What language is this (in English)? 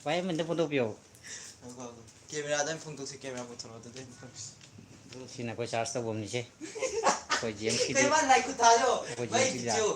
Manipuri